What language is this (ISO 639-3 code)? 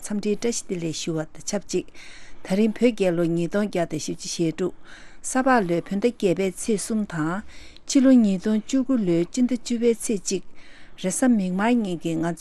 bod